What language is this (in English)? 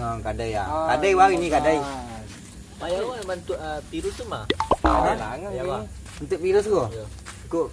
Minangkabau